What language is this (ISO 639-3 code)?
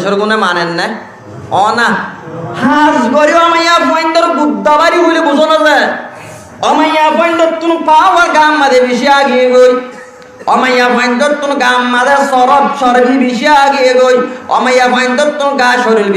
rhg